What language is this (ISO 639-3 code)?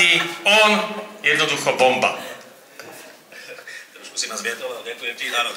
slk